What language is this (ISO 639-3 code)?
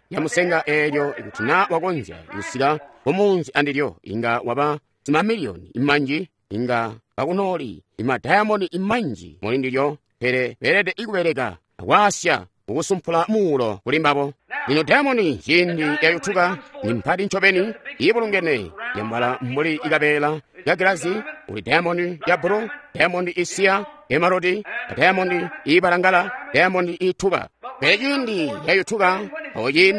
toi